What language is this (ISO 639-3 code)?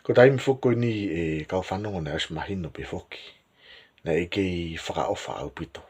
ton